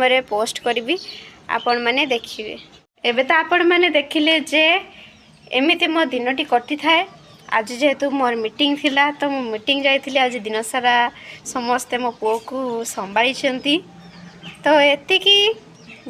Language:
Odia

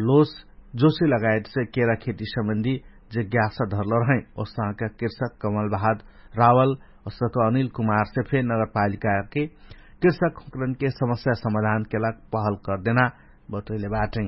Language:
Dangaura Tharu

